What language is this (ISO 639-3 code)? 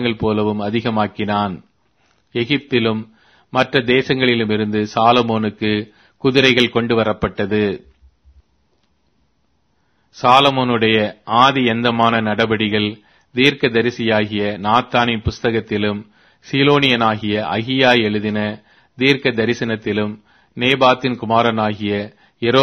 tam